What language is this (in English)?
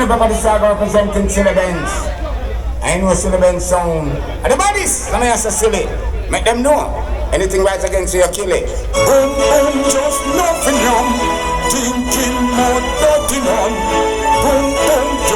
Jamaican Creole English